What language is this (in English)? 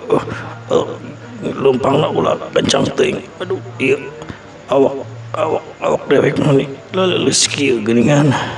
Sundanese